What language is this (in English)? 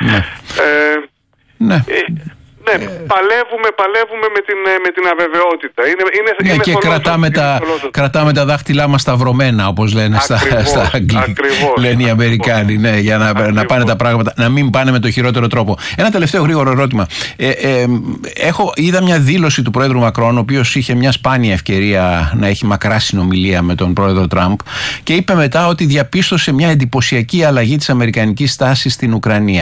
Greek